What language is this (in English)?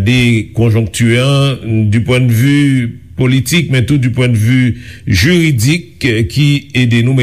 Haitian Creole